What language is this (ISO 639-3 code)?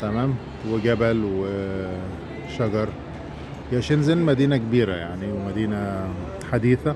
arz